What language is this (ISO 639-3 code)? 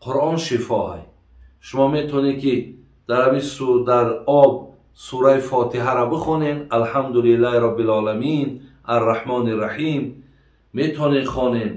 tgk